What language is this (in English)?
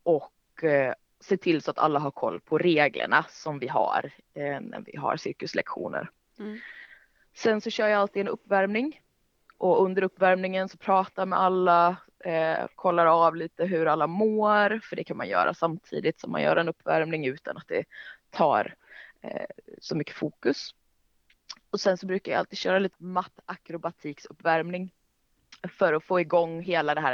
Swedish